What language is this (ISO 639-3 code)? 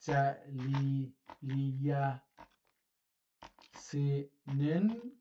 azb